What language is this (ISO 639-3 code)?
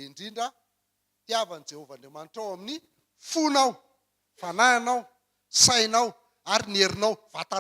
mlg